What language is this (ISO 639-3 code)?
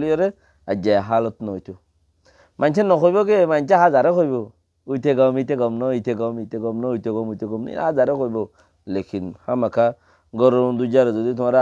rhg